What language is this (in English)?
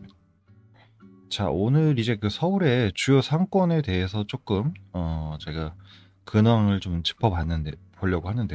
Korean